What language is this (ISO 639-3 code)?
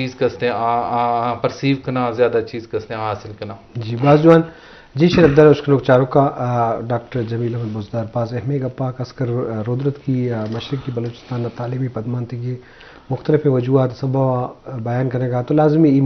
bgp